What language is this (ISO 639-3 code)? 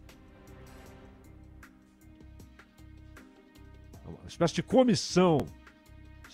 por